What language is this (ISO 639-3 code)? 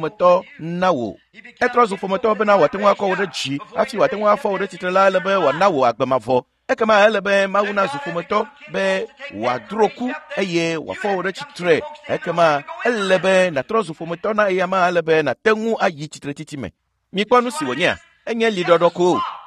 ewe